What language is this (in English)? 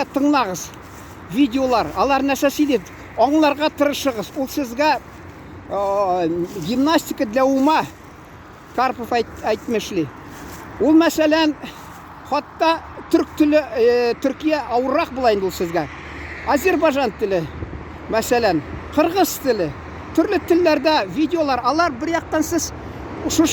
Tatar